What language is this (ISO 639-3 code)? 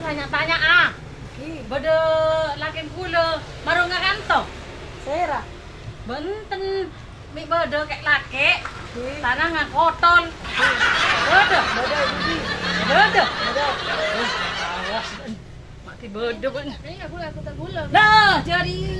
mad